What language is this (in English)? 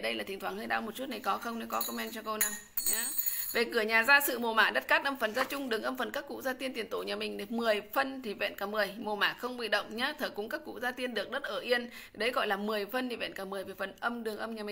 Vietnamese